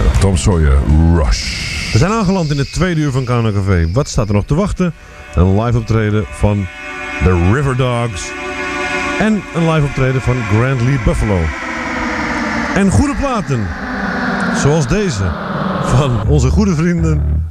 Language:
Dutch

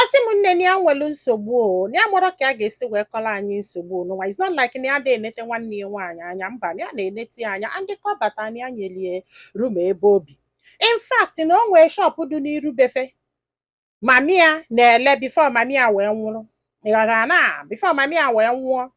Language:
Igbo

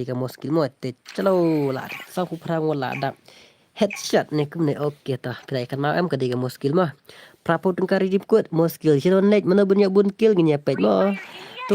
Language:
Khasi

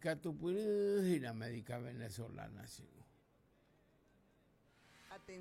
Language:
Spanish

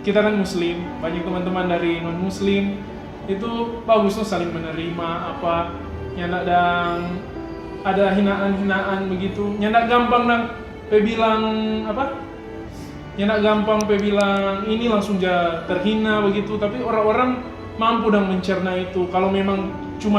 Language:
Manado Malay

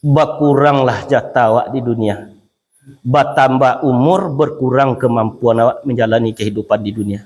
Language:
Minangkabau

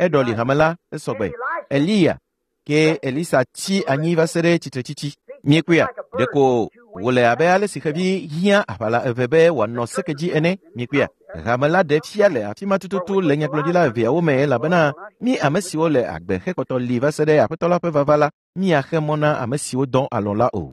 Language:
Ewe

